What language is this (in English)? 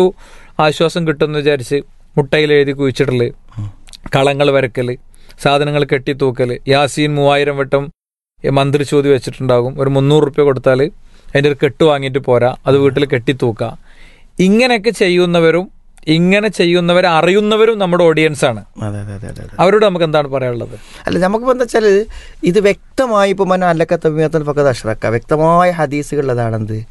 Malayalam